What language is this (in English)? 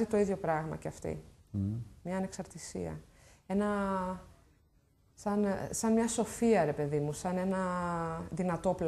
Greek